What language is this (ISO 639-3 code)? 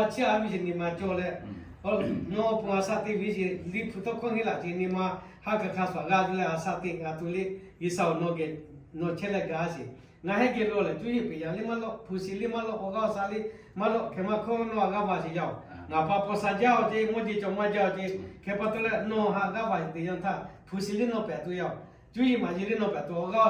lhu